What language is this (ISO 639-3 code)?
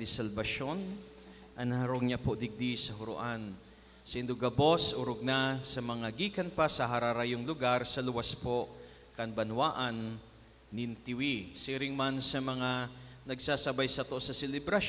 bik